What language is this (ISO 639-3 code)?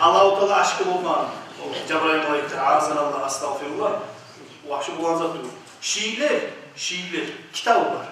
kum